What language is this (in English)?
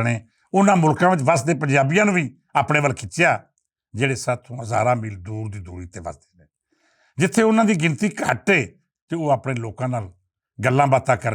Western Panjabi